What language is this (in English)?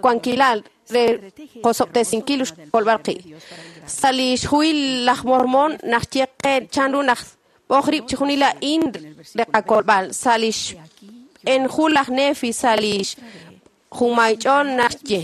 Kekchí